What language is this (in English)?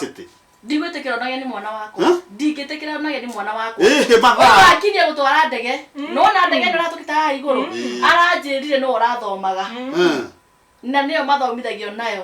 Kikuyu